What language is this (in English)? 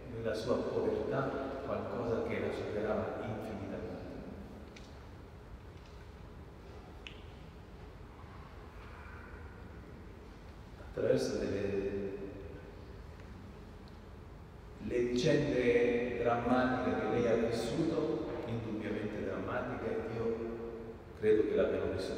Italian